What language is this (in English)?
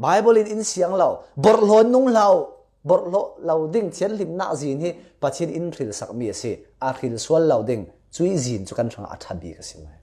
Falam Chin